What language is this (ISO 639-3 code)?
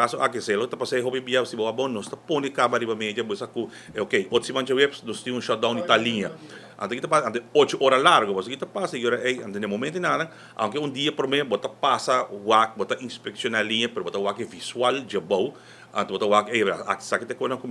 pap